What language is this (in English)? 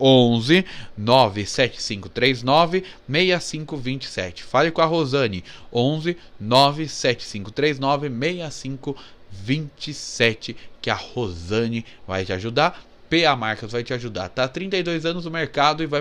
Portuguese